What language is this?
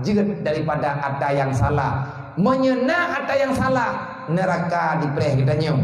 Achinese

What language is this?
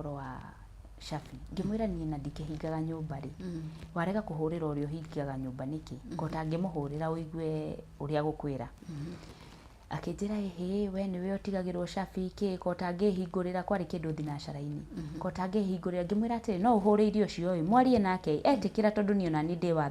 Kikuyu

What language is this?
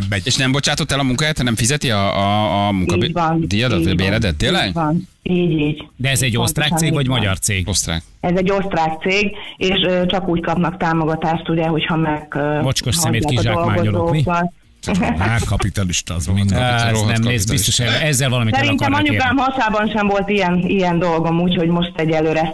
Hungarian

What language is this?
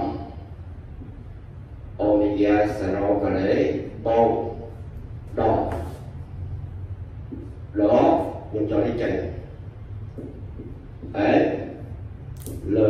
Vietnamese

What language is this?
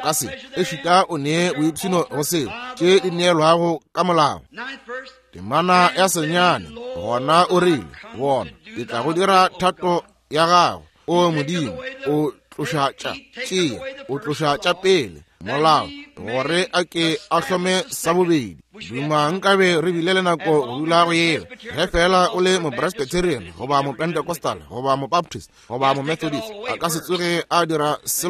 Northern Sotho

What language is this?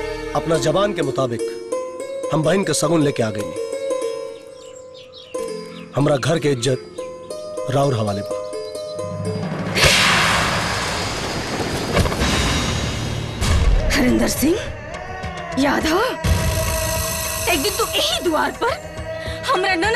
Bhojpuri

